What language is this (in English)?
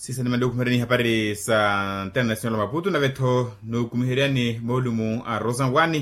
Makhuwa